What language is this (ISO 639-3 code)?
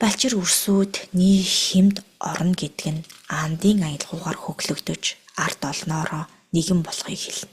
mon